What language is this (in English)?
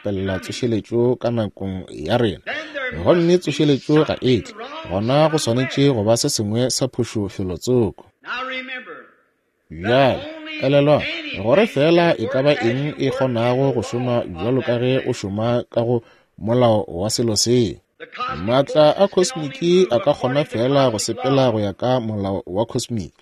Northern Sotho